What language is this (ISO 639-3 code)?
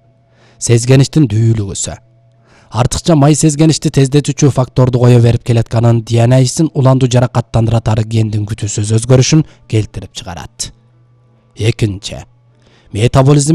kir